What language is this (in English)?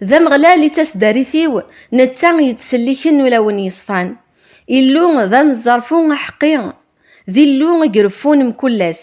Kabyle